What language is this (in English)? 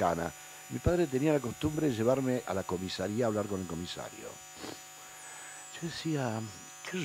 Spanish